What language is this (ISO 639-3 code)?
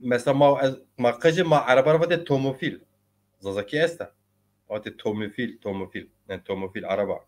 zza